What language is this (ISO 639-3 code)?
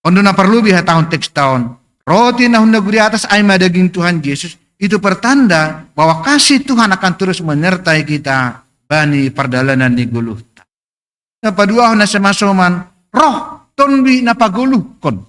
bts